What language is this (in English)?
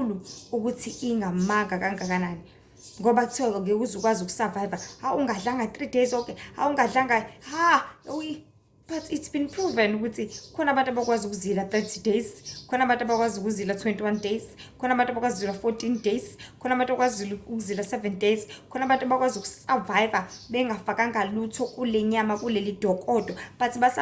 Zulu